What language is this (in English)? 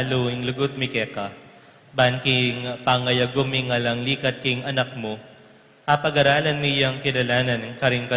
Pampanga